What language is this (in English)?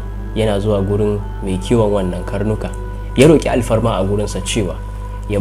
Hausa